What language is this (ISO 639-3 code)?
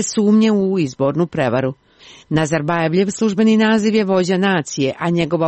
hrv